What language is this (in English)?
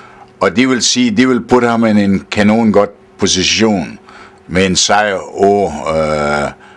Danish